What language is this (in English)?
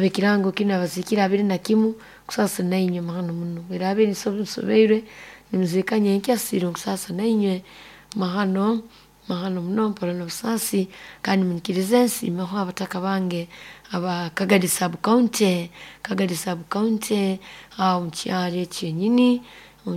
Nyoro